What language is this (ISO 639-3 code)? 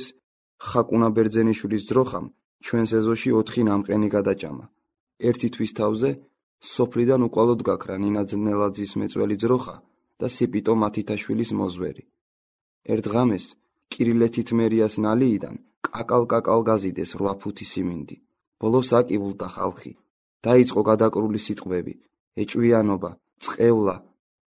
kat